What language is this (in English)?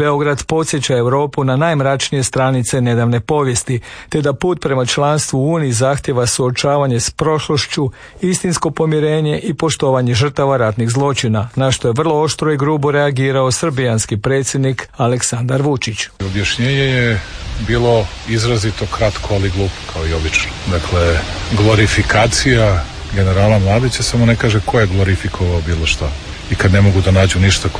Croatian